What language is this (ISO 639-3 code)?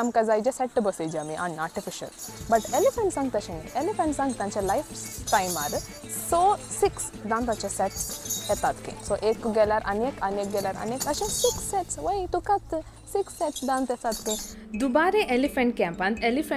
kok